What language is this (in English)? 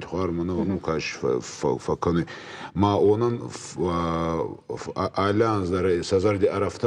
Ossetic